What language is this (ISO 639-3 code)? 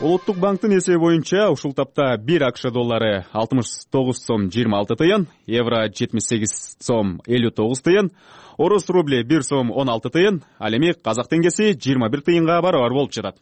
kir